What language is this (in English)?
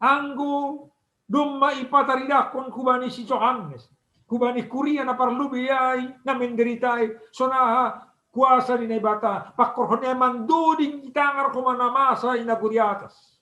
Batak Simalungun